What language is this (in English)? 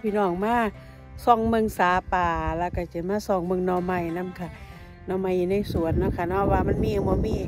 Northeastern Thai